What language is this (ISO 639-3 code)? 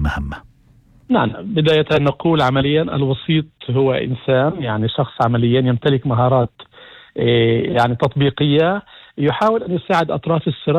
apc